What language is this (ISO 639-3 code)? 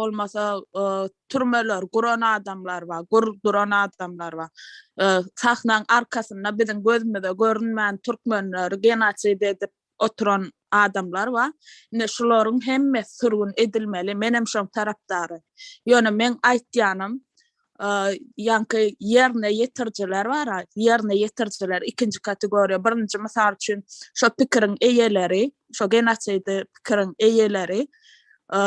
tuk